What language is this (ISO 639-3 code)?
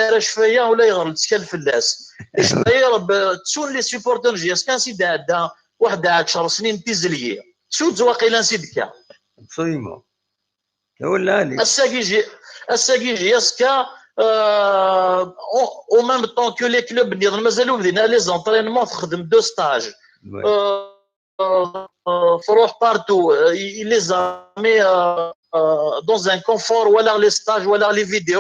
kab